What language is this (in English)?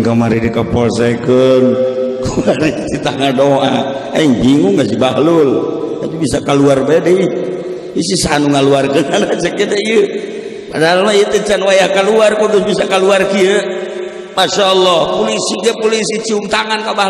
Sundanese